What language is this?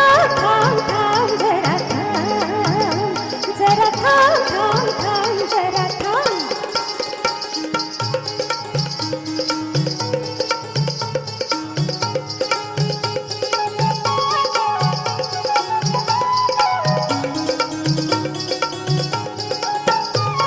Marathi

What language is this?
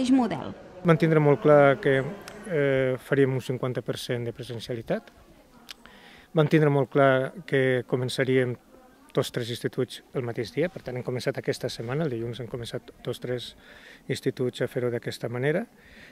Catalan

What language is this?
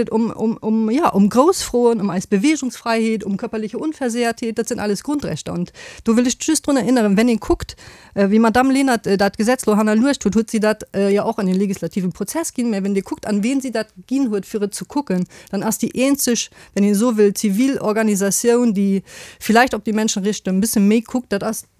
Luxembourgish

